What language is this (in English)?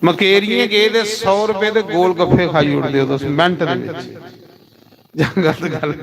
Dogri